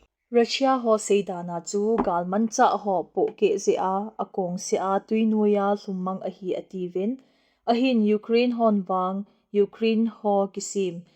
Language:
Thado Chin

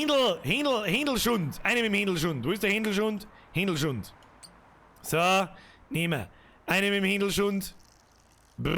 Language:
Bavarian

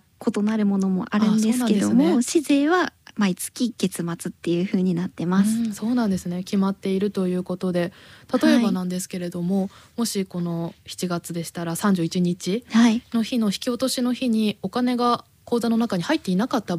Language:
Japanese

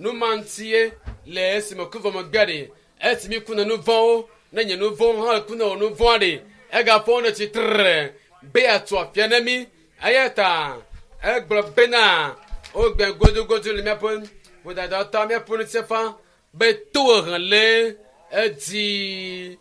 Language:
Ewe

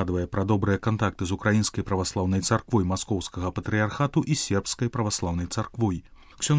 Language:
Belarusian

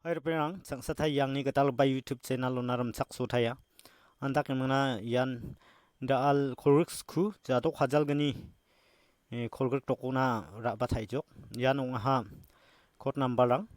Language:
Garo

